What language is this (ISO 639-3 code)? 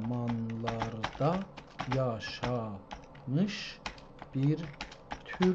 azb